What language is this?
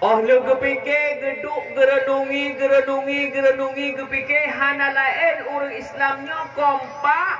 Achinese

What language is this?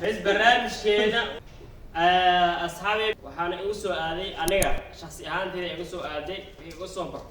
Somali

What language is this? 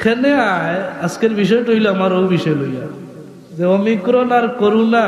Sylheti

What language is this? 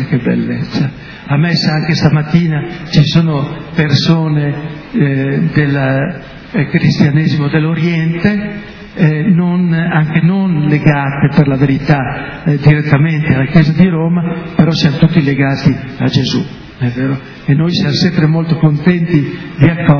Italian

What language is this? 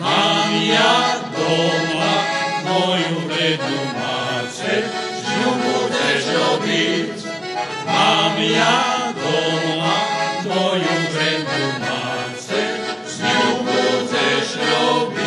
Rusyn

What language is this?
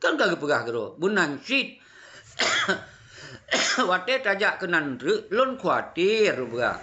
Achinese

